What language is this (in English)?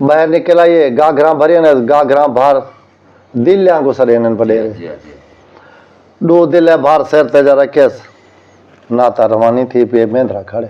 Saraiki